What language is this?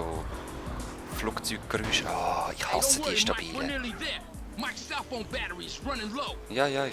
Swiss German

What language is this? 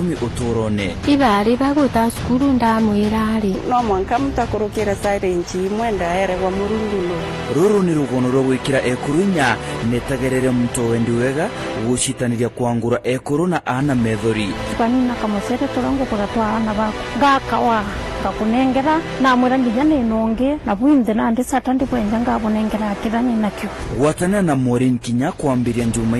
Meru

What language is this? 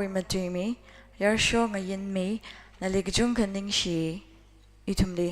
Tangkhul Naga (India)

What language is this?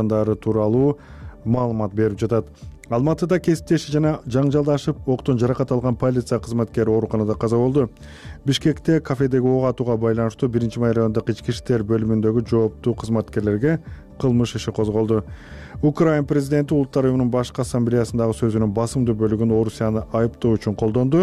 Kyrgyz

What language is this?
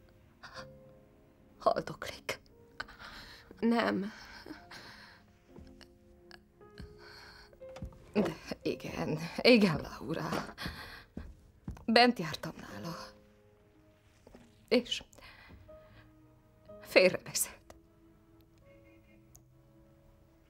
Hungarian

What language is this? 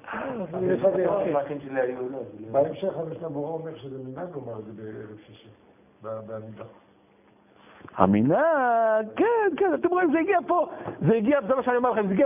Hebrew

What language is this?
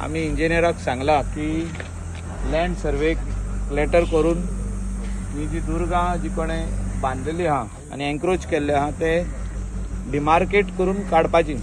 Konkani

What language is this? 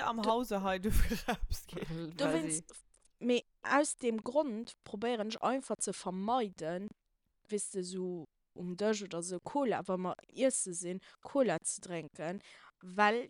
Luxembourgish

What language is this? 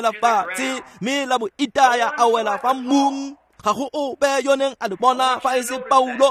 Tswana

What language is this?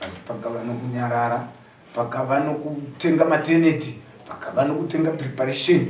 Shona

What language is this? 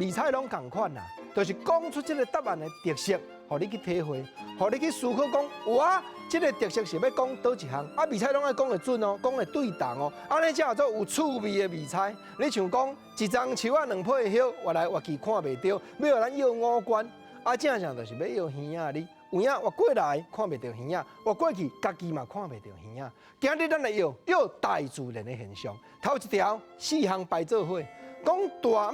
Min Nan Chinese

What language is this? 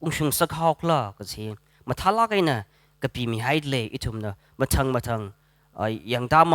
Tangkhul Naga (India)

